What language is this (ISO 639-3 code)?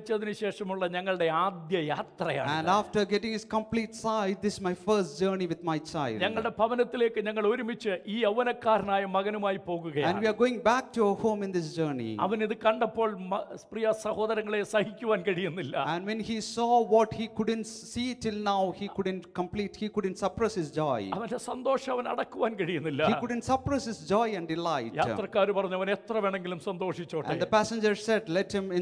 mal